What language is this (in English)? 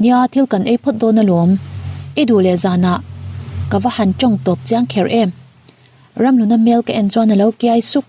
Mizo